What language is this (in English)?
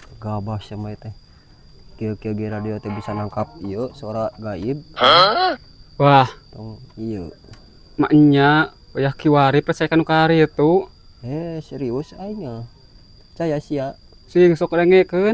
Sundanese